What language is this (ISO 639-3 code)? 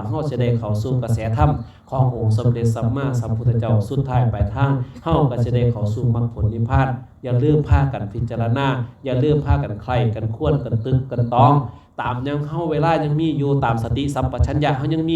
lao